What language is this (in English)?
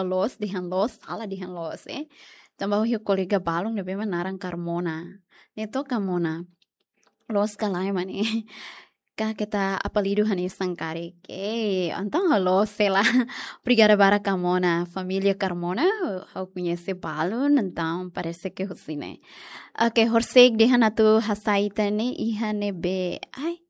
Tetum